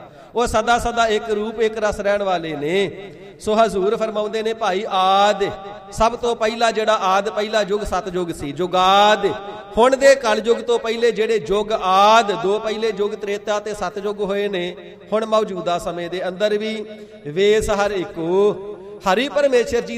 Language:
Punjabi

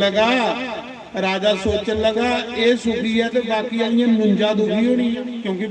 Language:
Dogri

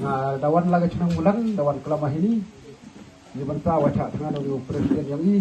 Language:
Khasi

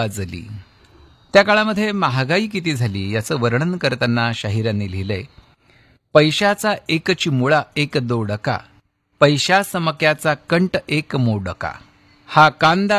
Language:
Marathi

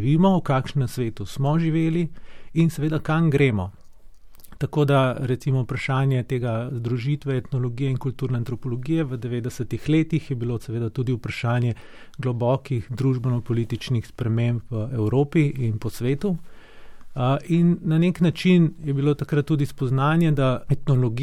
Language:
Slovenian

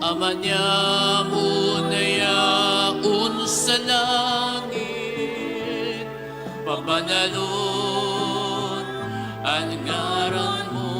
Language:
Bikol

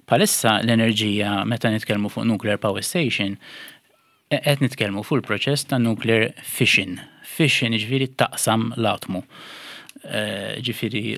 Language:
Maltese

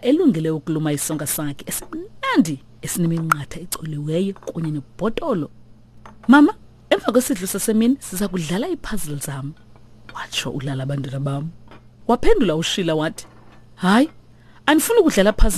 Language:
Xhosa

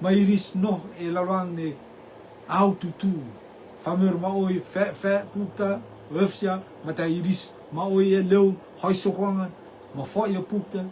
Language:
Rotuman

